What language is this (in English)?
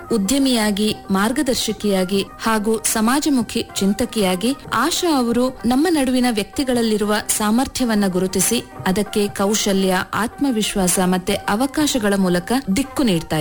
Kannada